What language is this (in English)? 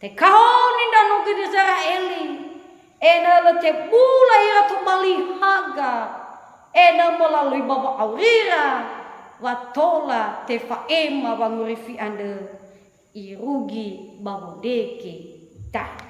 Nias